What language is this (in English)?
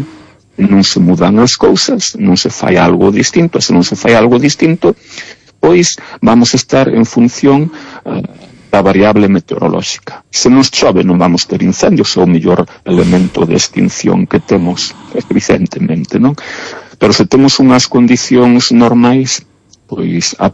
Galician